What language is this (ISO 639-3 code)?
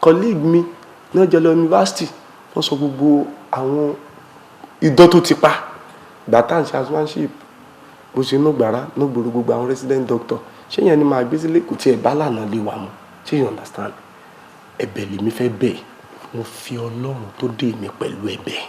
yor